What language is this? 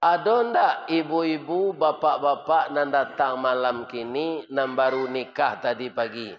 Minangkabau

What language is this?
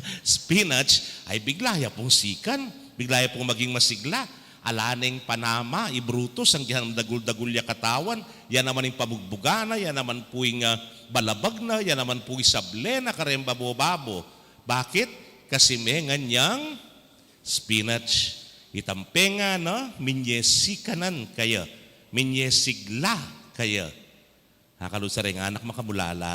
Pampanga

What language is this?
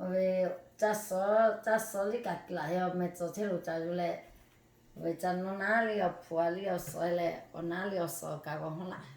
Lahu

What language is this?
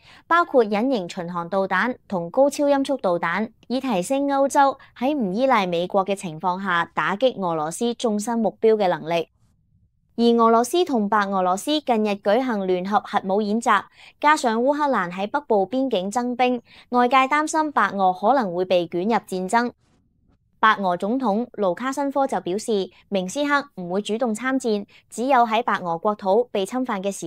Cantonese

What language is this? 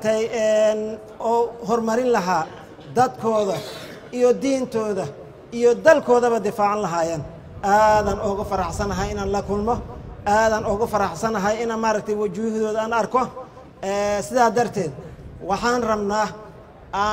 Somali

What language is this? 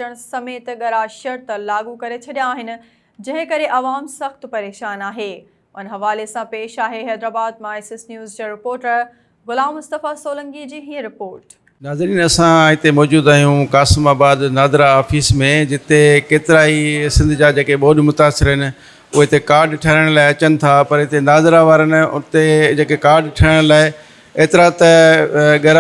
Sindhi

